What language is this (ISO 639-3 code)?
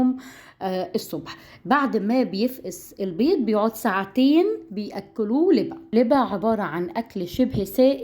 arz